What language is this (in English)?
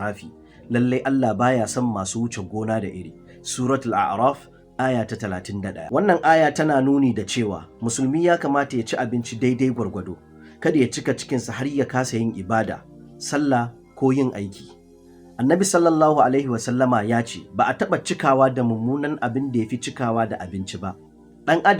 Hausa